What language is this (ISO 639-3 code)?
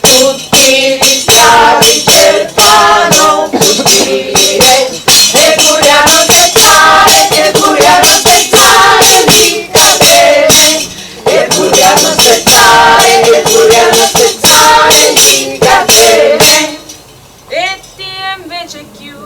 scn